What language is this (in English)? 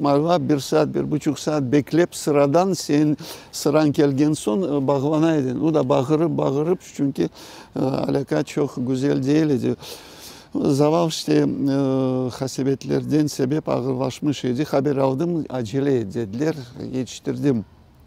Crimean Tatar